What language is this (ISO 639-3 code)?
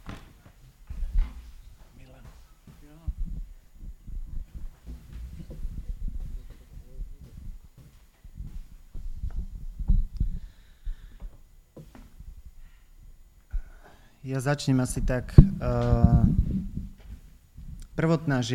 slk